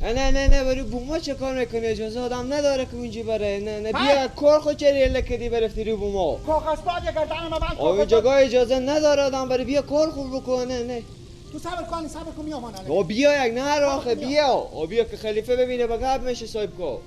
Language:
Persian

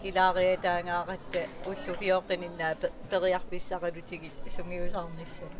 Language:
Kalaallisut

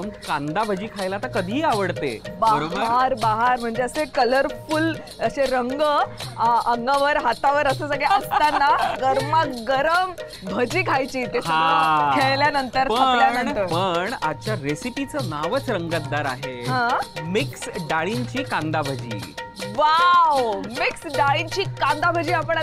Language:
Marathi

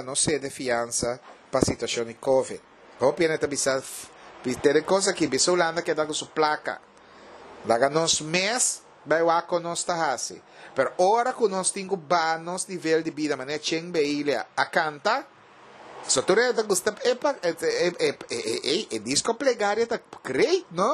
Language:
Papiamento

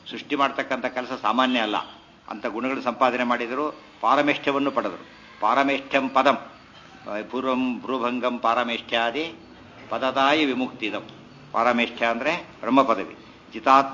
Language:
Kannada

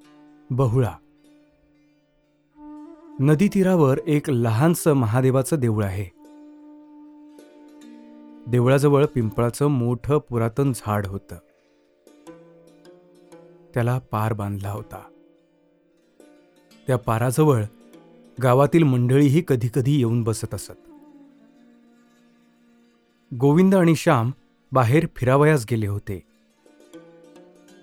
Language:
Marathi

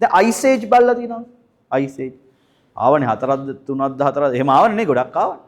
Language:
Sinhala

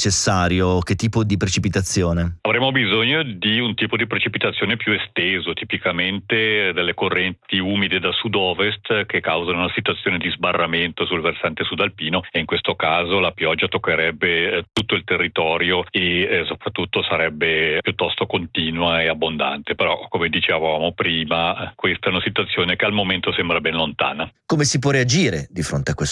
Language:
Italian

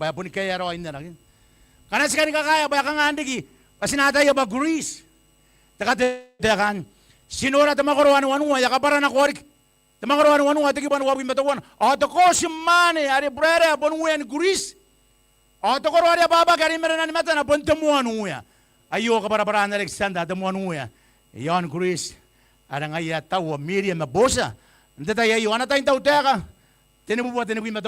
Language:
Gilbertese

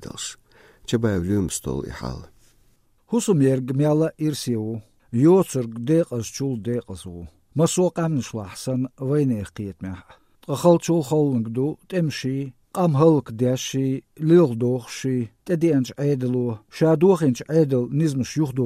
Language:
Chechen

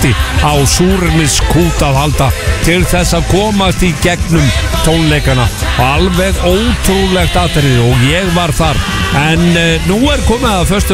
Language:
Icelandic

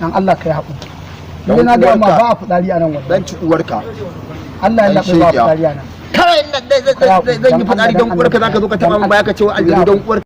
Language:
Hausa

